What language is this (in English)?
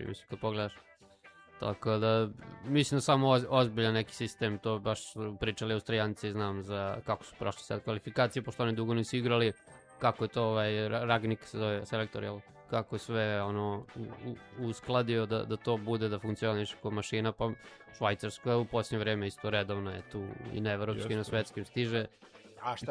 Serbian